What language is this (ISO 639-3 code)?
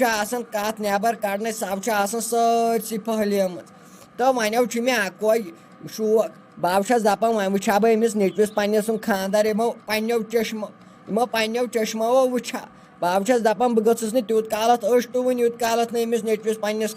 kas